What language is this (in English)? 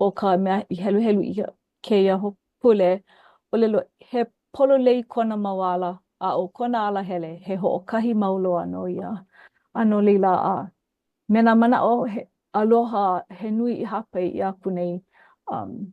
Hawaiian